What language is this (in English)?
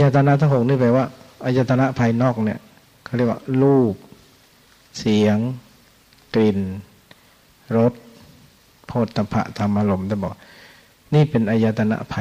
Thai